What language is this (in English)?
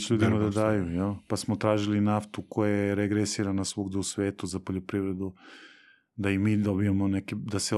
Serbian